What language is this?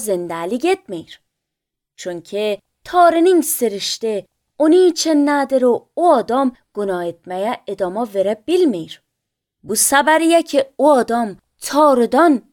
Azerbaijani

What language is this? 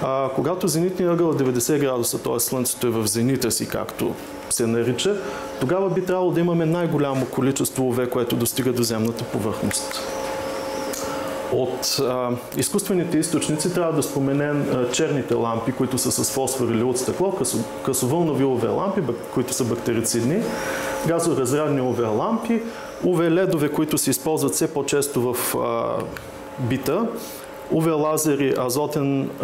Bulgarian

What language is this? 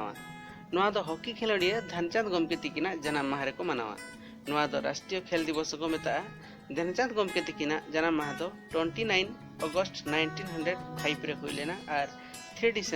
Santali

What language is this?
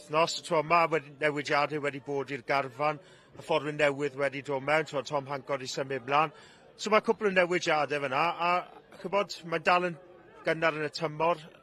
Welsh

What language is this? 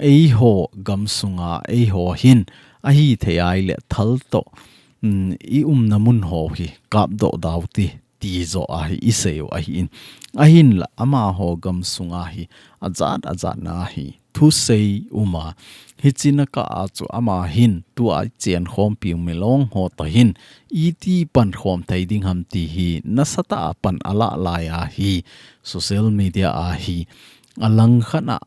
Thado Chin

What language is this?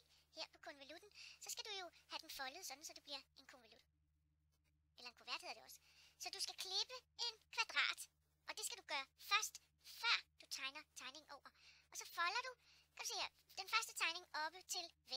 Danish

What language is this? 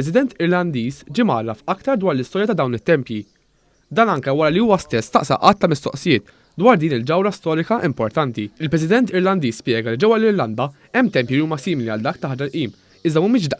Maltese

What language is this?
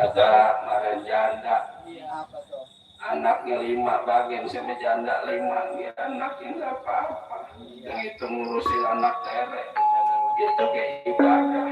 Betawi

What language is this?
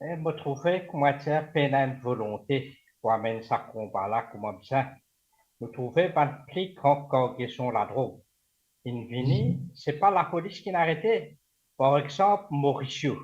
Morisyen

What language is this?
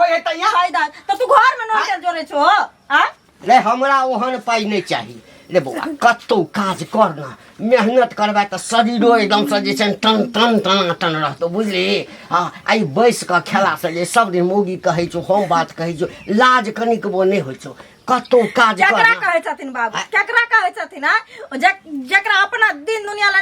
Maithili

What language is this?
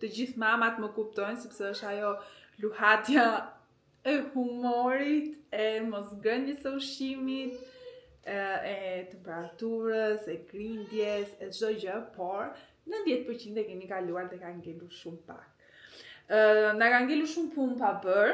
Albanian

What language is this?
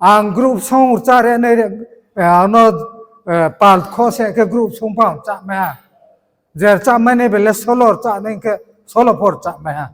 Riang (India)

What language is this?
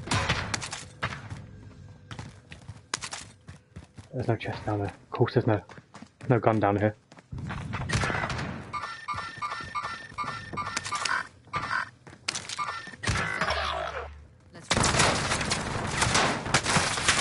English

